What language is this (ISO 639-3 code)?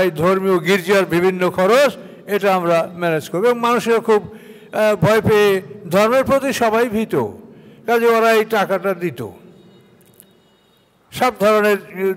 ben